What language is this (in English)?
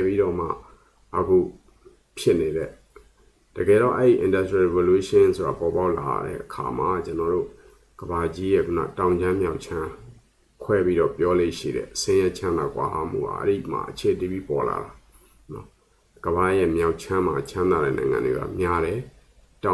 Burmese